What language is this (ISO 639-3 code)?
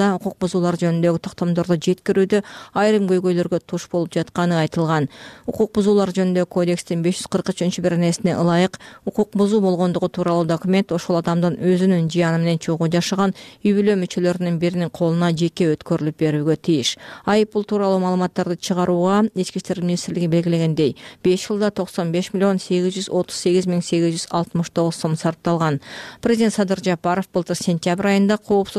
kir